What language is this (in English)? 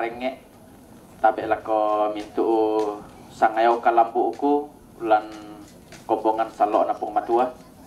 Toraja-Sa'dan